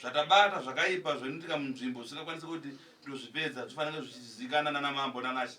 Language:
Shona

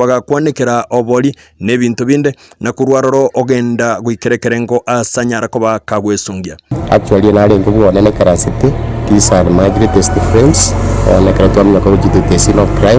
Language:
Gusii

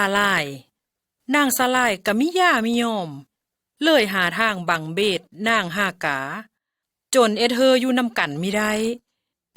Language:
Lao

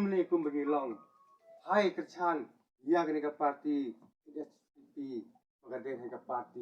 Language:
Khasi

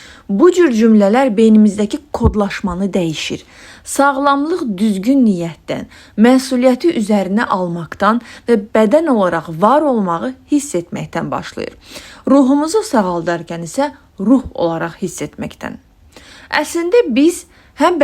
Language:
Azerbaijani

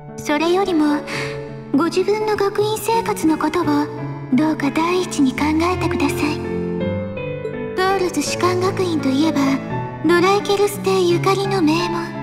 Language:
Japanese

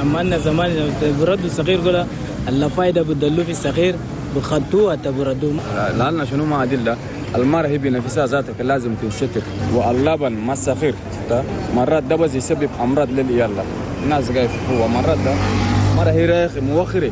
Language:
Chadian Arabic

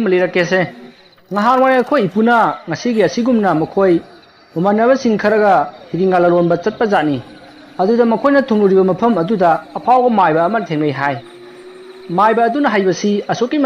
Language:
Manipuri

